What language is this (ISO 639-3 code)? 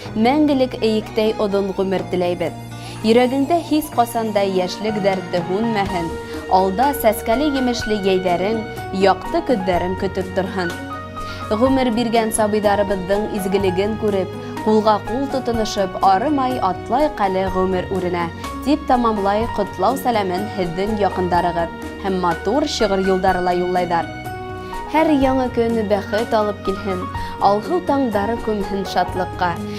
bak